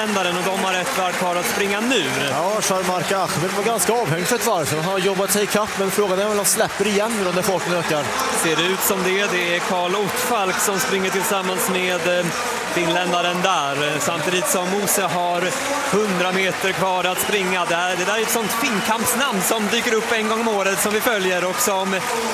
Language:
Swedish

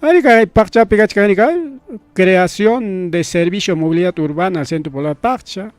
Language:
Ayacucho Quechua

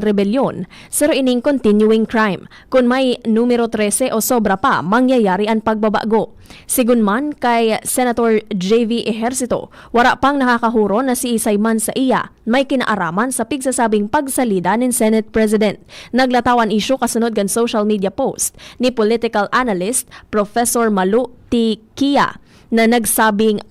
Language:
Bikol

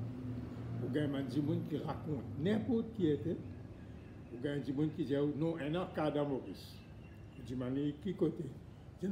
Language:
Morisyen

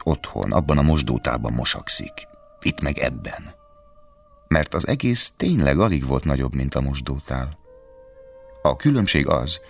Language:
Hungarian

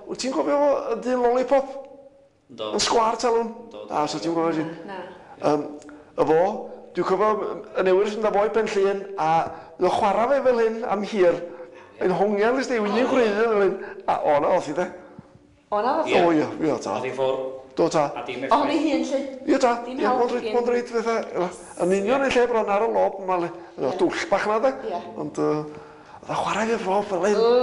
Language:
Welsh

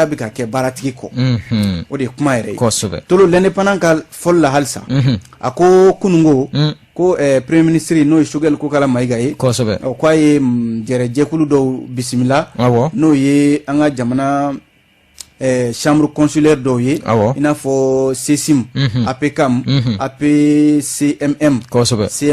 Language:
Bambara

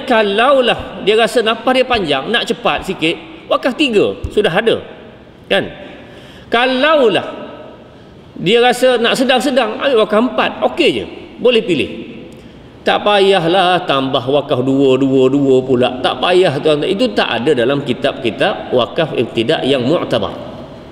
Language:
Malay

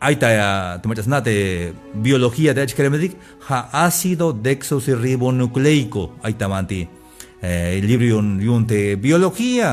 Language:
Tzeltal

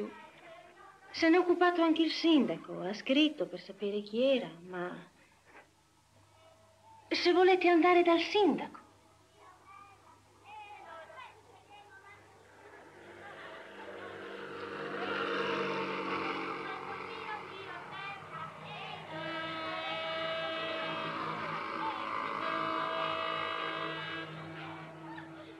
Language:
Italian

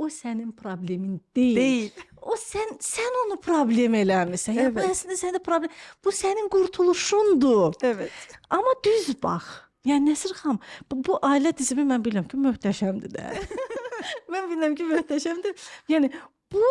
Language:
Azerbaijani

